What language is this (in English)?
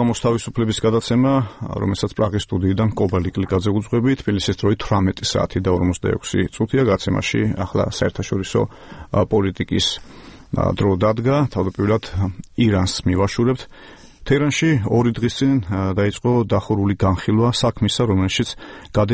Georgian